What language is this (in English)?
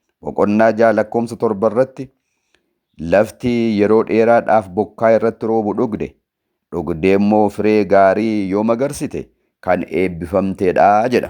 Oromo